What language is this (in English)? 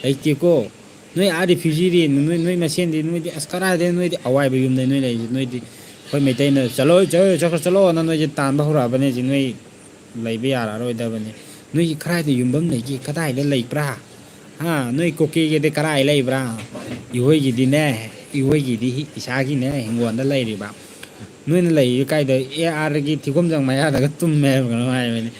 Manipuri